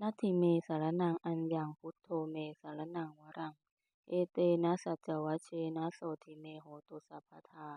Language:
Pali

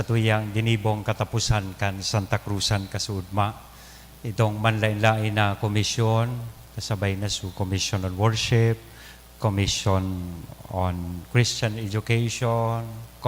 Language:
Bikol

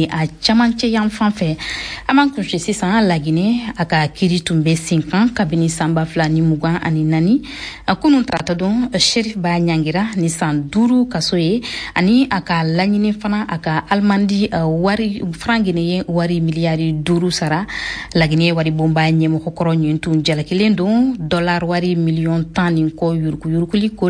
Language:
Bambara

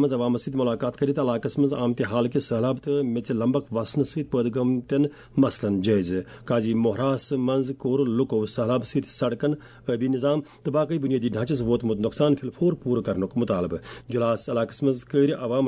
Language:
Kashmiri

